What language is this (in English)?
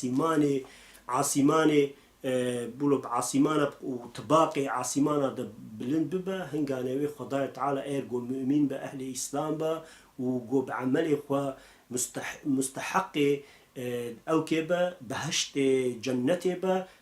Kurdish